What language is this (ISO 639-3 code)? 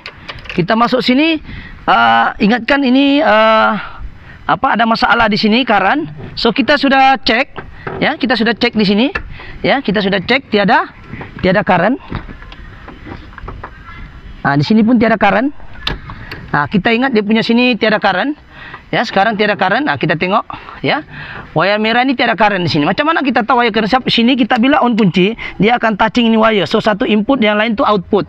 msa